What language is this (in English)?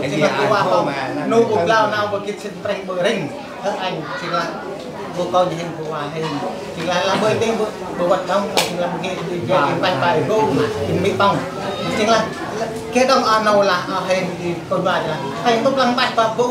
Central Mnong